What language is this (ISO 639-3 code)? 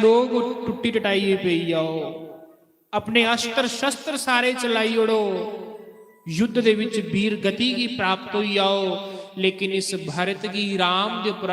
doi